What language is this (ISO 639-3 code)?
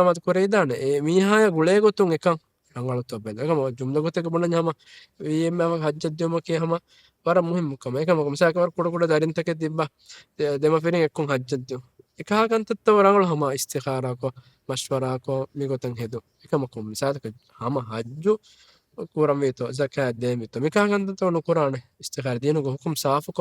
div